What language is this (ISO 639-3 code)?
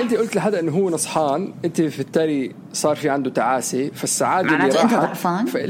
apc